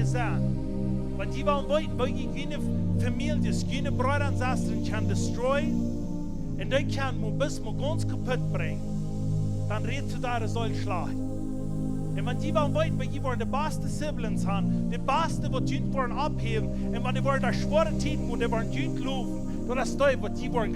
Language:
Plautdietsch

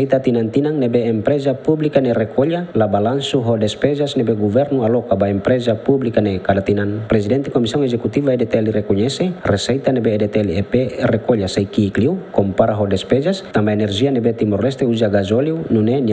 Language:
Tetum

